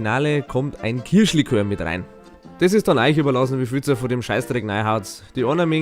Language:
Bavarian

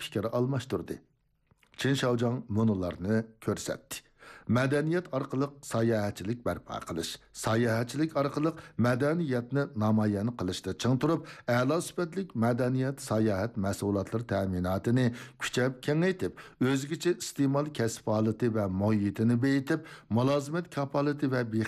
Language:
Uyghur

